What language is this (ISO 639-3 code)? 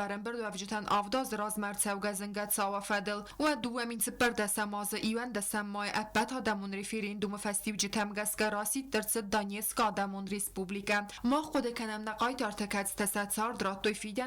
oss